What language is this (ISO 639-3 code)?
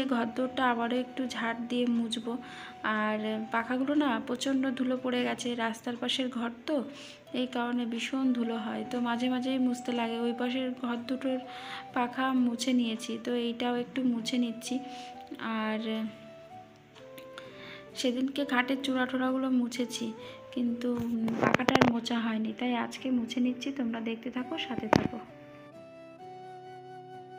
ben